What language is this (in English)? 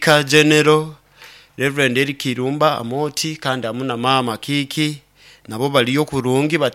Nyoro